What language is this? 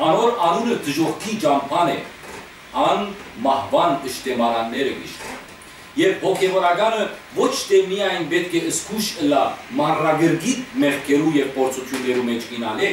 Western Armenian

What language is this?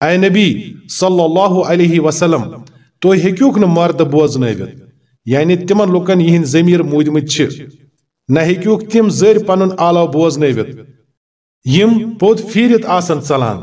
Kashmiri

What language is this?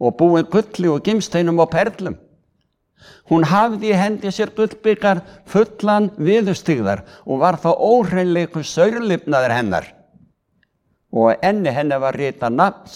Icelandic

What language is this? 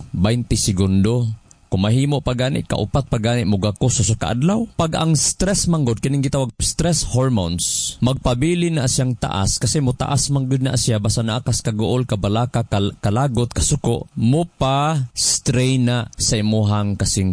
Cebuano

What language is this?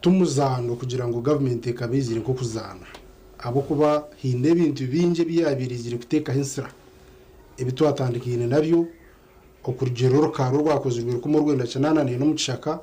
Nyankole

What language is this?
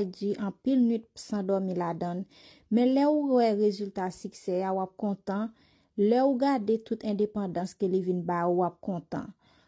Haitian Creole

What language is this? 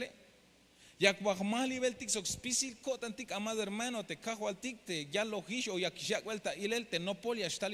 Tzeltal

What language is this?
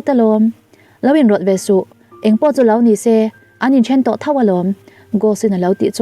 Mizo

